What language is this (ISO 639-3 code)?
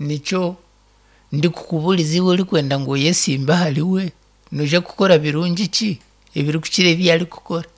nyn